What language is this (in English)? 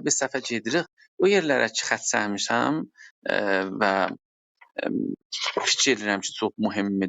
South Azerbaijani